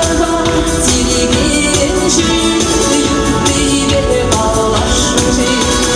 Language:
Chuvash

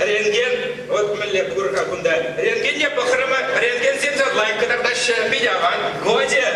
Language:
Chuvash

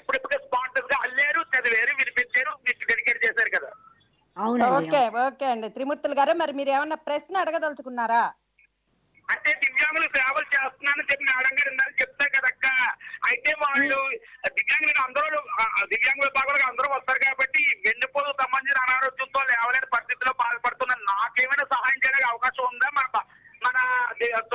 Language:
Telugu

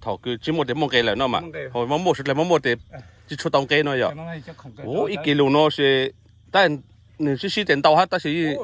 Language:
Hmong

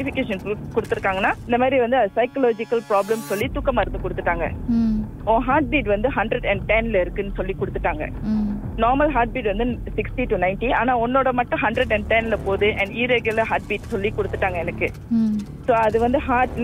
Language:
Tamil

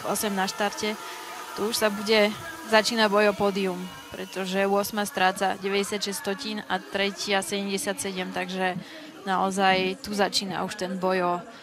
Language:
Slovak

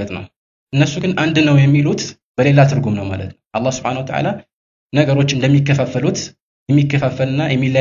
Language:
Amharic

